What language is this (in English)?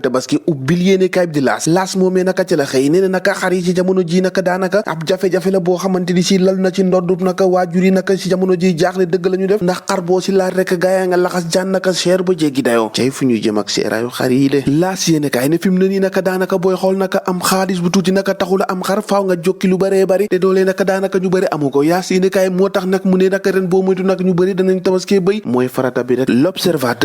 Wolof